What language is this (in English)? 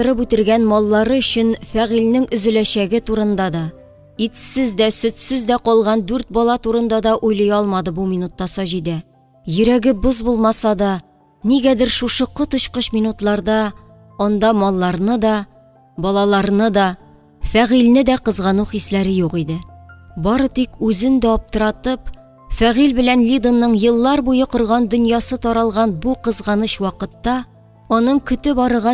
Tatar